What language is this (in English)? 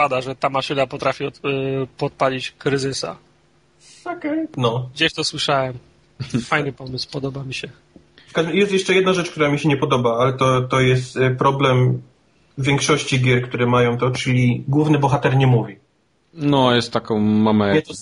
Polish